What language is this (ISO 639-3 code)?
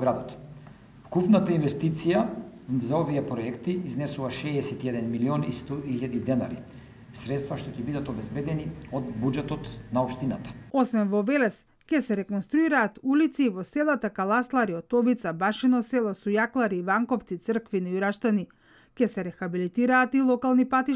mkd